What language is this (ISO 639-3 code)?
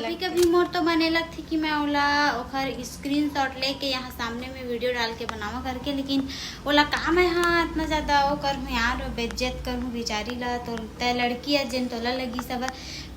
hne